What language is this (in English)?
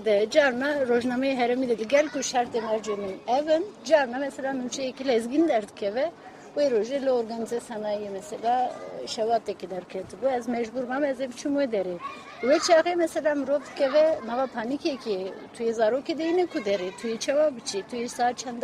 Kurdish